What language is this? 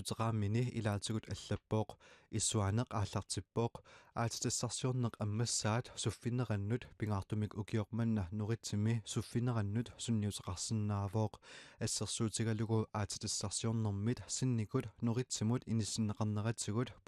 Kalaallisut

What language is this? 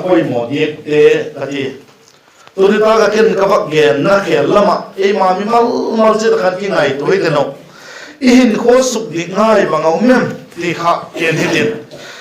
Vaiphei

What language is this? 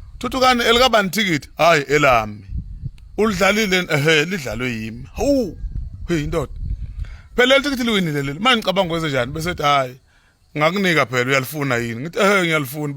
Zulu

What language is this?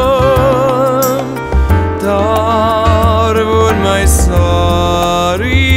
Afrikaans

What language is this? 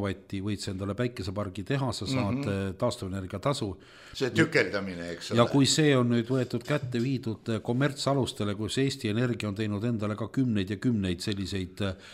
Estonian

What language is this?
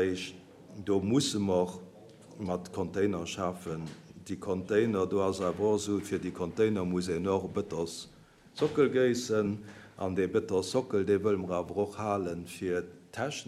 Luxembourgish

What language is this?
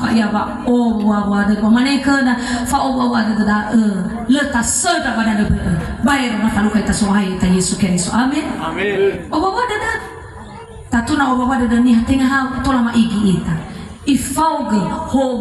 Nias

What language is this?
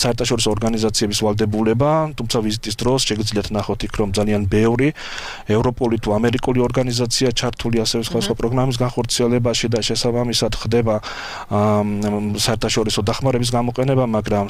Georgian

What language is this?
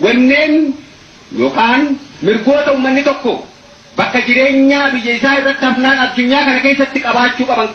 Oromo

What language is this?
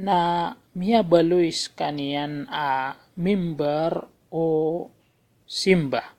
Maranao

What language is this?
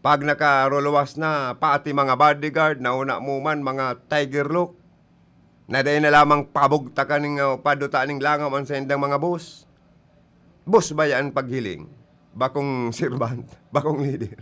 Bikol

